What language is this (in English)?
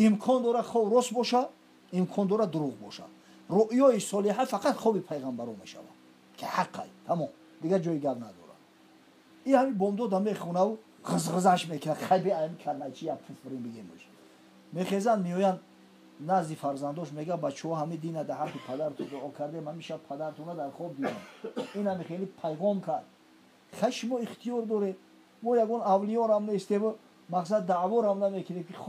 Tajik